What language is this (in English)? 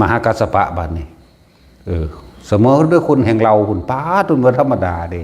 Northeastern Thai